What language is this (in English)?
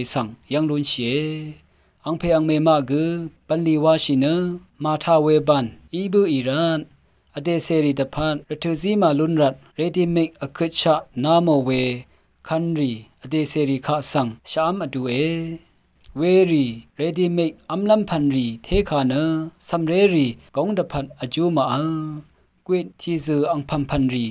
Rawang